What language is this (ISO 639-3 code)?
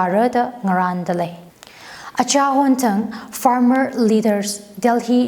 nmf